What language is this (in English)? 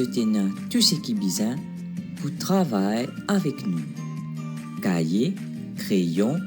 Morisyen